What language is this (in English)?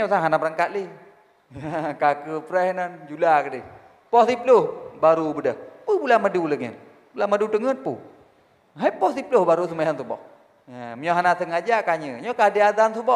Achinese